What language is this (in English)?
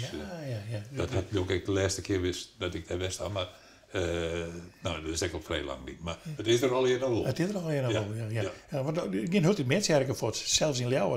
Western Frisian